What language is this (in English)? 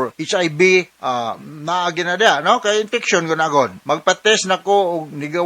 Cebuano